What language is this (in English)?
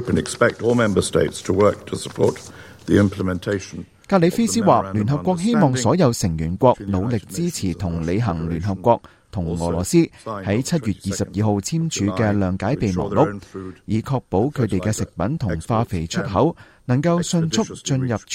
Cantonese